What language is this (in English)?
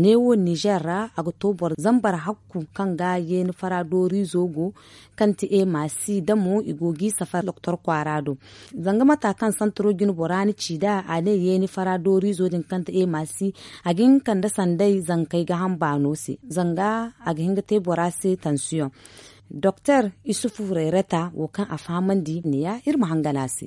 Zarma